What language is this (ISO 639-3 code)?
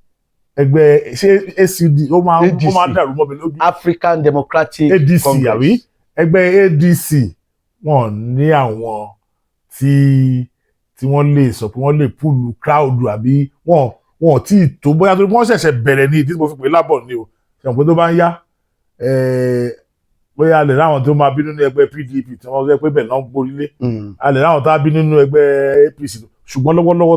yor